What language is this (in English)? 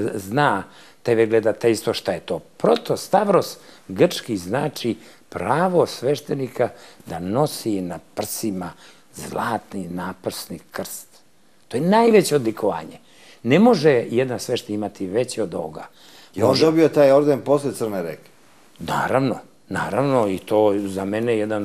Serbian